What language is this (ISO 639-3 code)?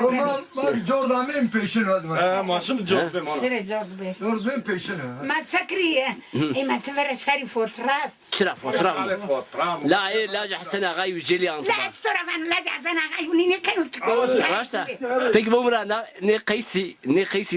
zza